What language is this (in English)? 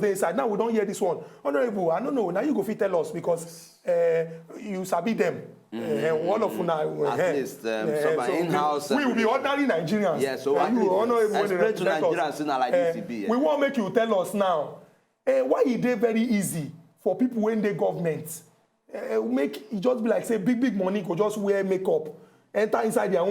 Nigerian Pidgin